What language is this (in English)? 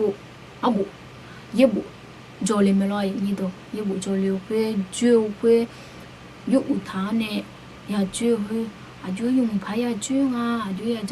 Akha